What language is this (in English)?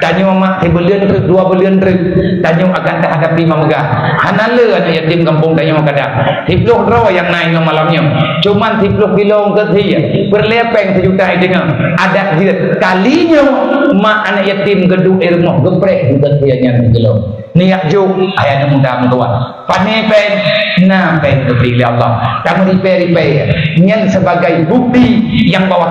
Achinese